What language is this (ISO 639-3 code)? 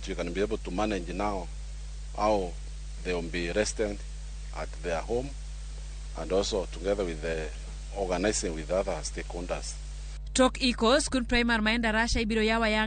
luo